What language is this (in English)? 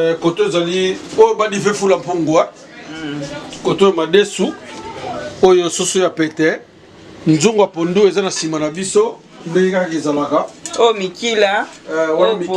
Lingala